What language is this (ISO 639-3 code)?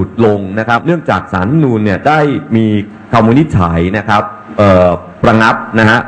tha